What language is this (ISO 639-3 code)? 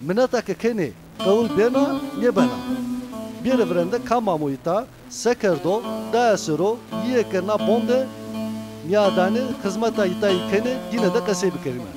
zza